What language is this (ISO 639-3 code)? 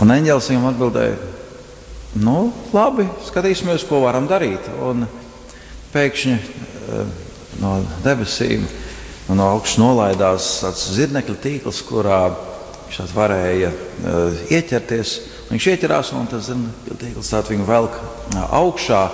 lav